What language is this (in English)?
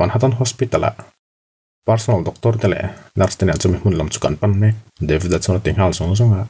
Mizo